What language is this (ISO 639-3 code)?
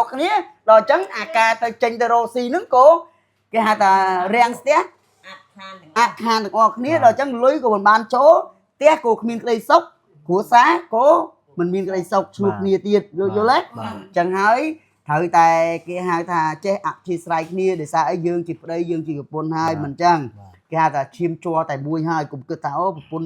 khm